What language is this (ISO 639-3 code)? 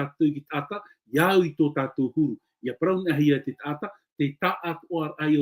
tah